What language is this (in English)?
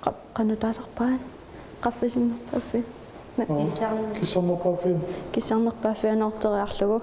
Kalaallisut